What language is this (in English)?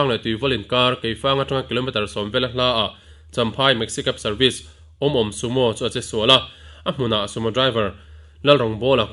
Mizo